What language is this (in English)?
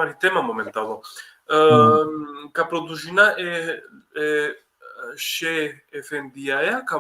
Balkan Romani